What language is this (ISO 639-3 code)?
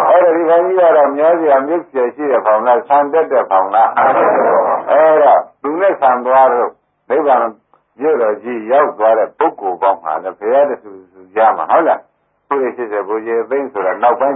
mya